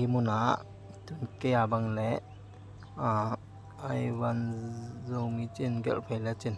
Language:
Tedim Chin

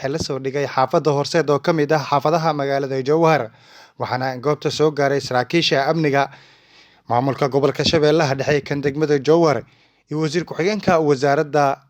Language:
Somali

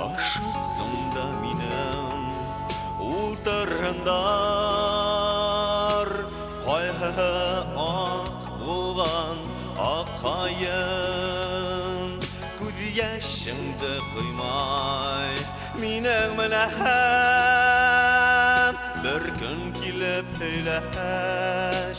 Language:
Bashkir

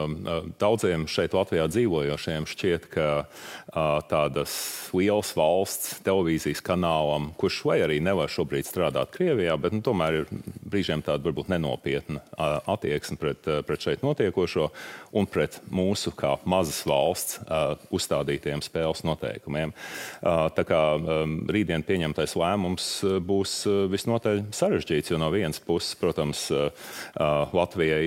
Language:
Latvian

